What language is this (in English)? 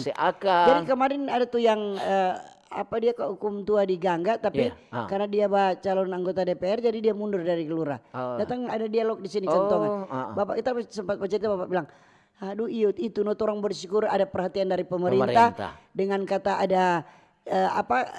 Manado Malay